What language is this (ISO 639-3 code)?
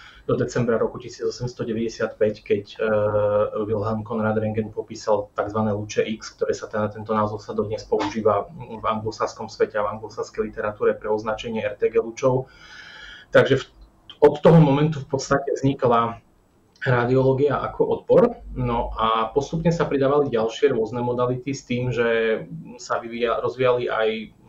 slk